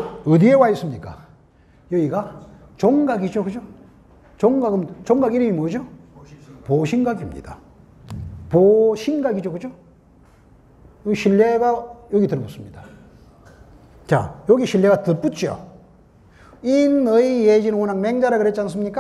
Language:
Korean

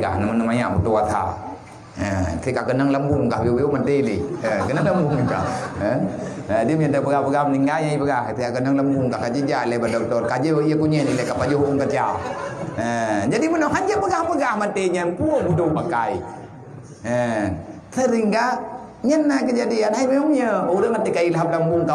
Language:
Achinese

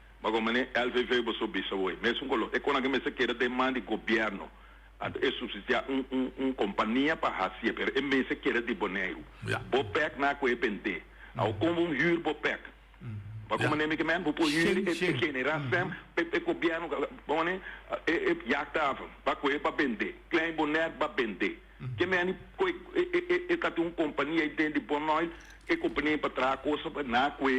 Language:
Papiamento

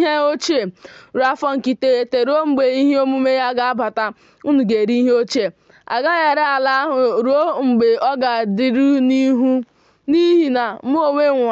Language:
Igbo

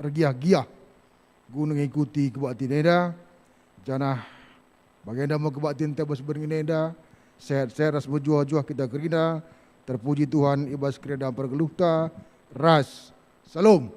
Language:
Batak Karo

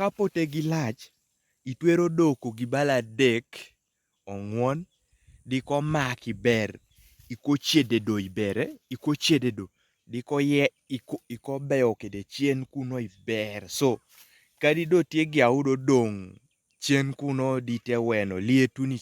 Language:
Kumam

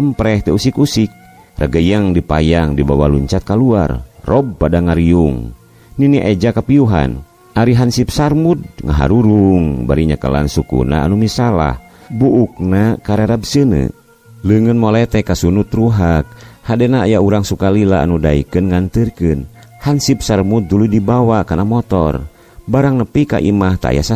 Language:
Sundanese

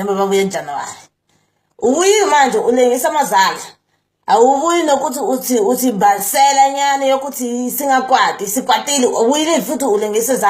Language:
Zulu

